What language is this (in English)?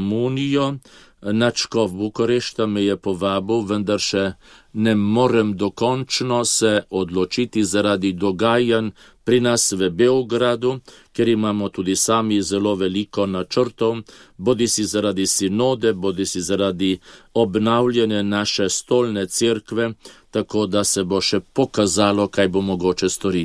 Slovenian